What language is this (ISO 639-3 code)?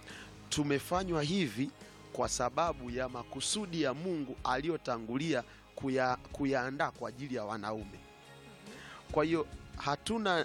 swa